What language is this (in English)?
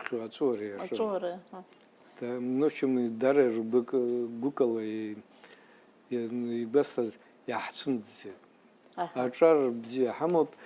Abkhazian